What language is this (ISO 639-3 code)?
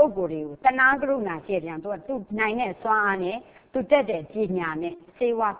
mya